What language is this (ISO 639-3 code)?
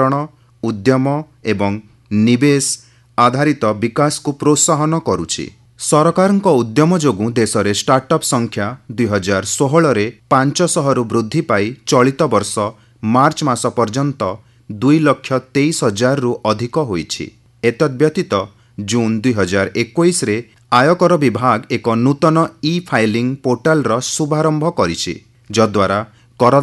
ori